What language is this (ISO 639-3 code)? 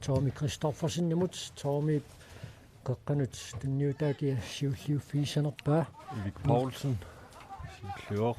kal